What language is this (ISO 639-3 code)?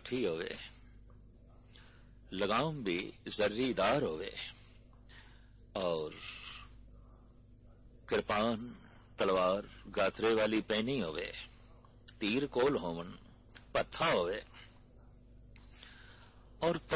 pan